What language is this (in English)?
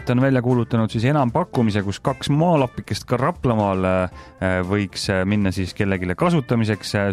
Estonian